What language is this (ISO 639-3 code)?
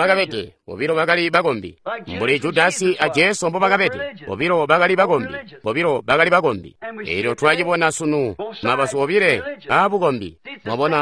toi